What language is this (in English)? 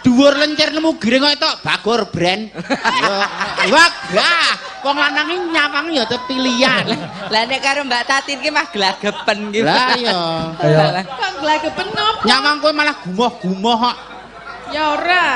Javanese